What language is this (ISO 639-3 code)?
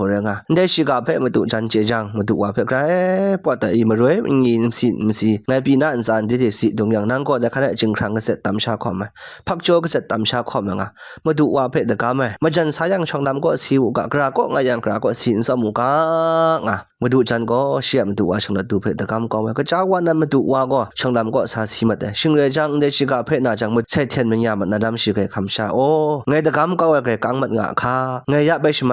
kac